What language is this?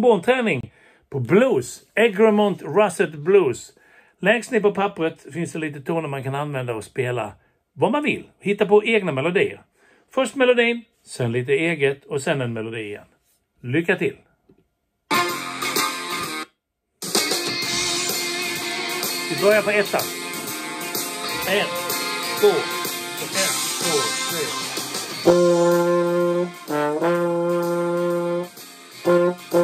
Swedish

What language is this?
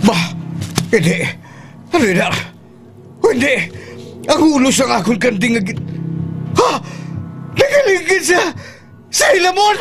Hiligaynon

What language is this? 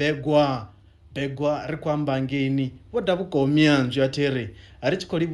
Venda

